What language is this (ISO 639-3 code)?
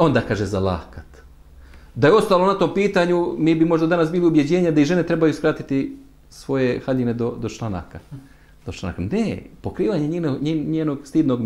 bos